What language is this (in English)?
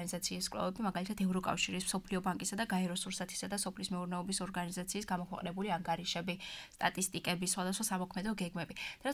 Georgian